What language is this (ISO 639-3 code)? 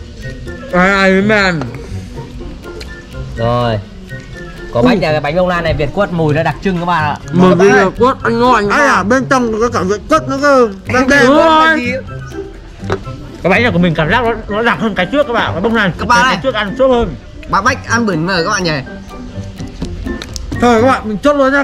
vie